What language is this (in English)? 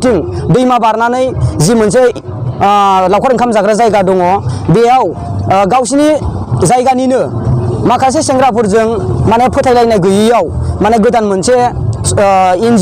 Bodo